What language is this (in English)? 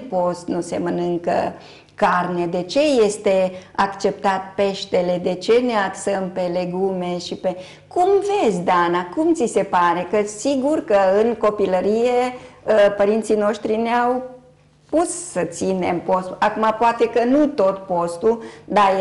Romanian